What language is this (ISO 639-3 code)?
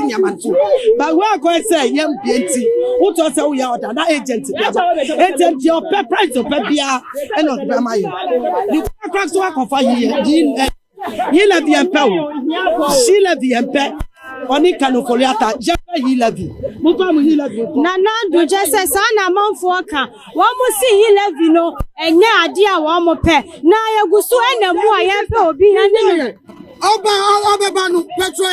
aka